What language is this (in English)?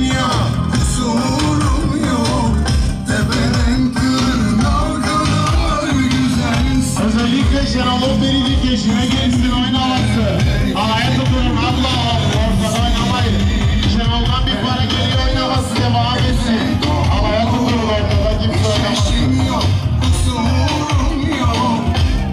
Turkish